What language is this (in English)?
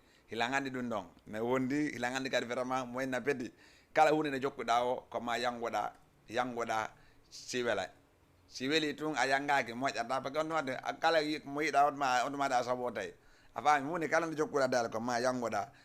Fula